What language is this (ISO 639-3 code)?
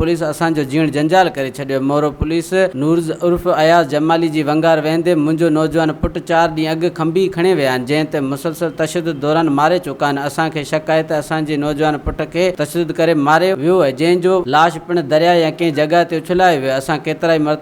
snd